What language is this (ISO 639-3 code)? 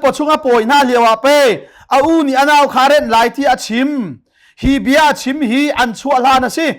cnh